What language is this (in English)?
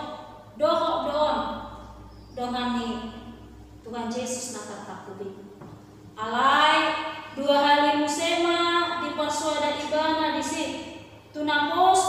Batak Toba